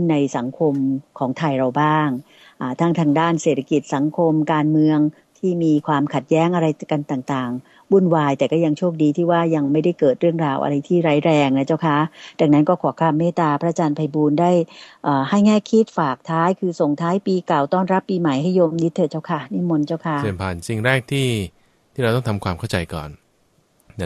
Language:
Thai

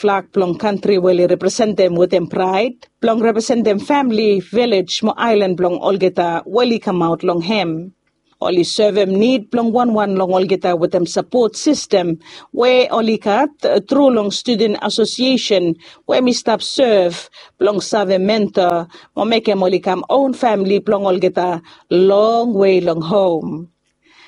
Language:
Bislama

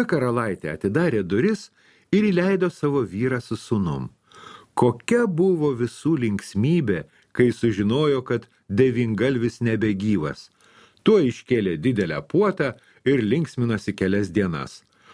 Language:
Lithuanian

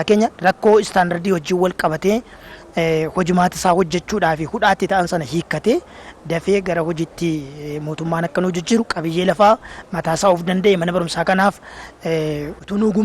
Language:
Oromo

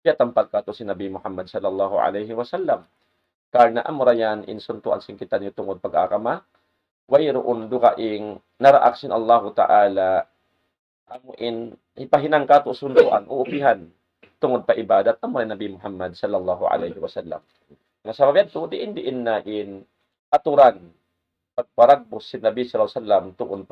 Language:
Tausug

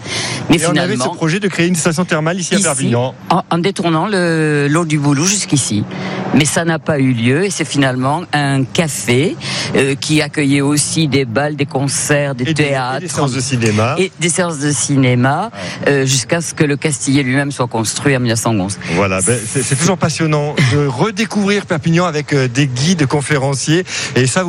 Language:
French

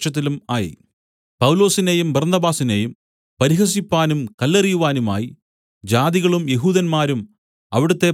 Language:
Malayalam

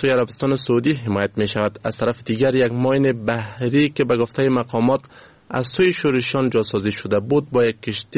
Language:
Persian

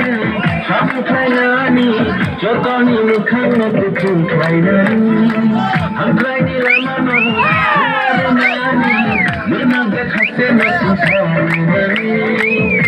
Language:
Kok Borok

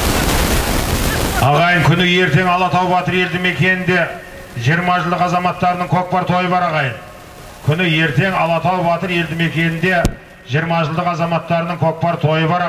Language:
Kazakh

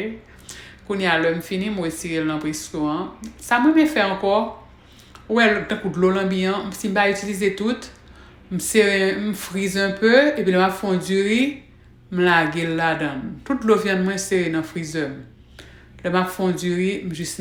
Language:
Haitian Creole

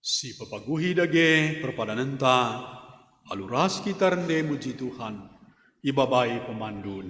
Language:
Batak Karo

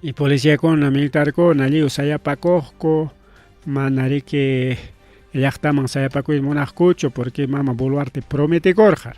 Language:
Ayacucho Quechua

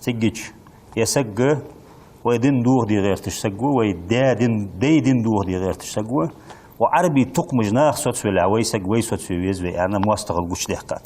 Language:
Ingush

